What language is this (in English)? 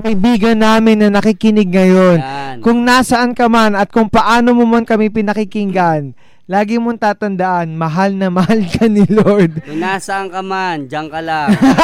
Filipino